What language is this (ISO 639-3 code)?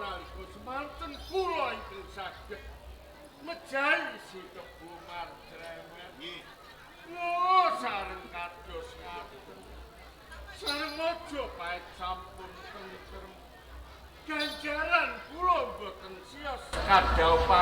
jav